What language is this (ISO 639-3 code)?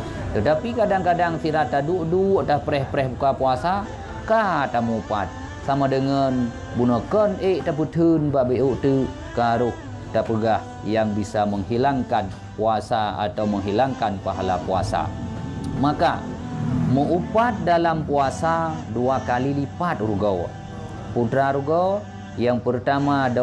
ace